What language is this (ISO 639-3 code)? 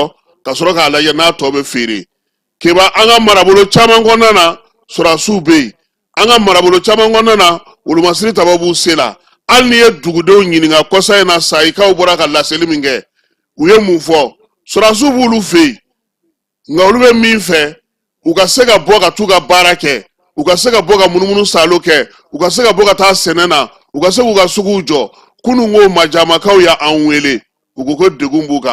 bam